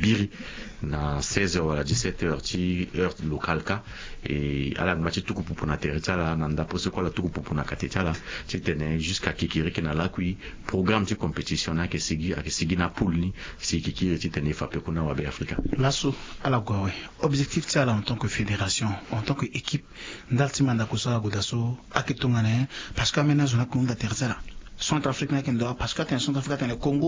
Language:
Sango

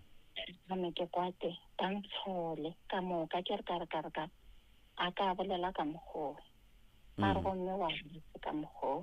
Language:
Northern Sotho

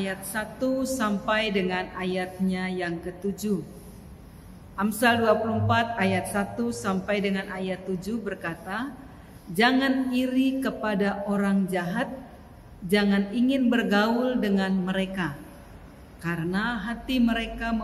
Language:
Indonesian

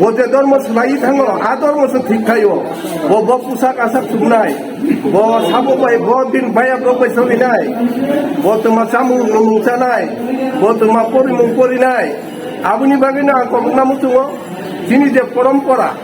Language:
Kok Borok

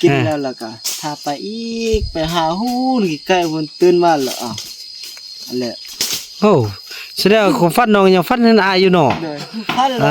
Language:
Northeastern Thai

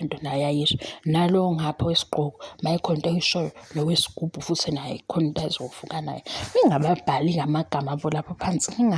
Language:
Zulu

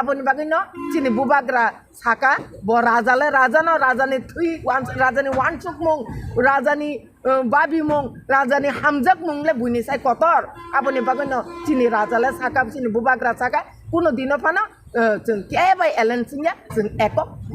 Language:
Kok Borok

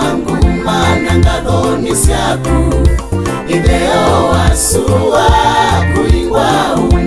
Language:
Kamba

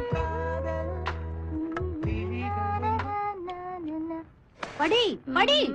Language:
Tamil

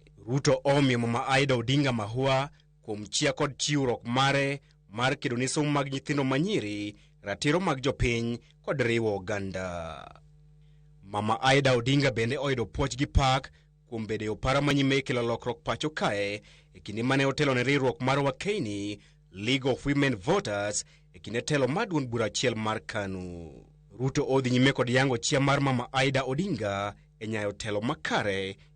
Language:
Luo (Kenya and Tanzania)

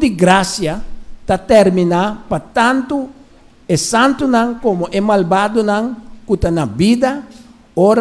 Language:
Papiamento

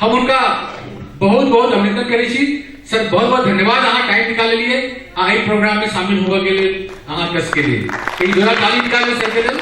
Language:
Maithili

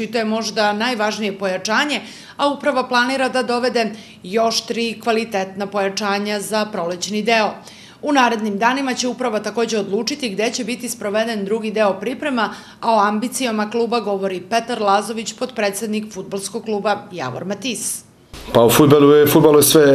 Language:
Serbian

